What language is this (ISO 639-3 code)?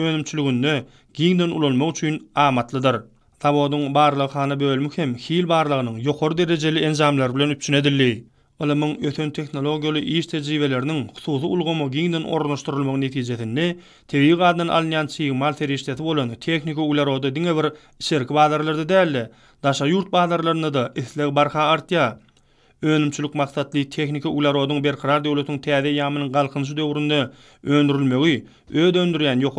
tuk